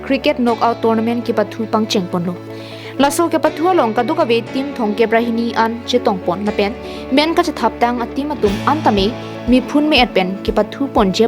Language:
Karbi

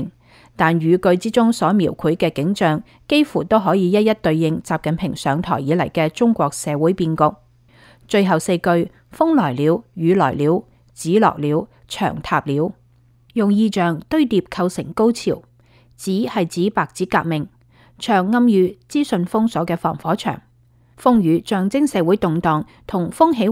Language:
Cantonese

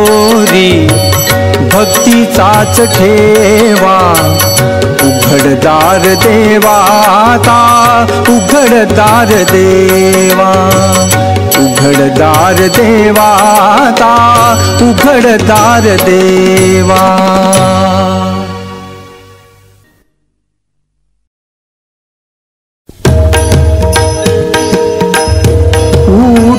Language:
Marathi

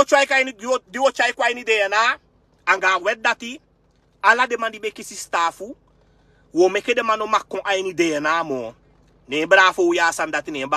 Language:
Sranan Tongo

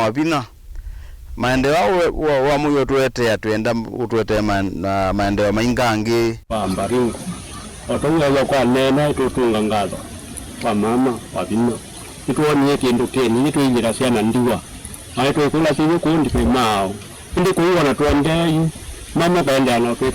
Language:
Kamba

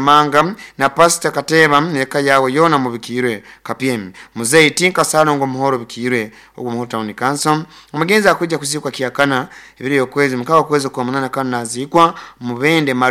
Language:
Nyoro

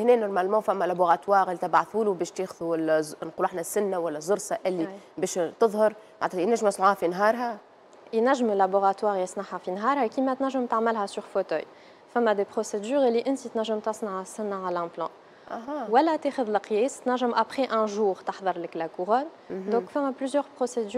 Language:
Tunisian Arabic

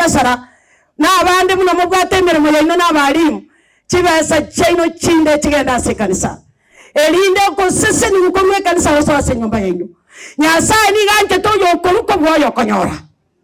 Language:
Gusii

